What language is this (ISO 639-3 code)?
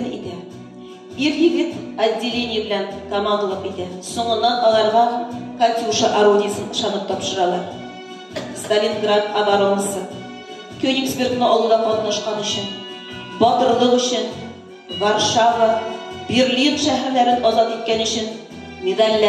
tat